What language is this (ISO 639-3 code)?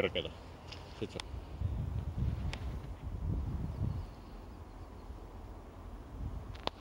fin